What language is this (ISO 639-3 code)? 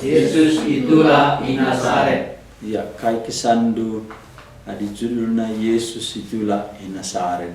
btx